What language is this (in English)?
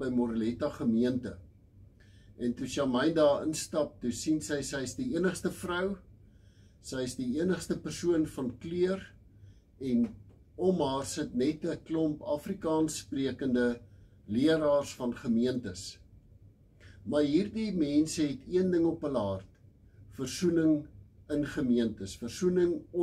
Afrikaans